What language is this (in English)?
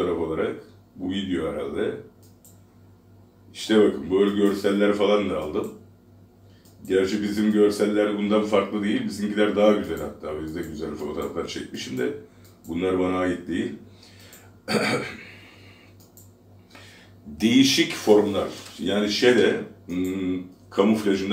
Turkish